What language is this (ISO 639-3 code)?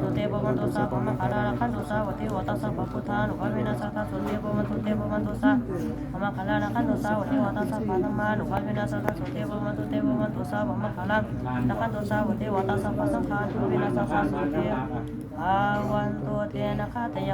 pli